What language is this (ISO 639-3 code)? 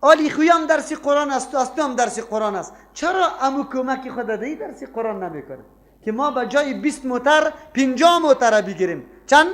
fas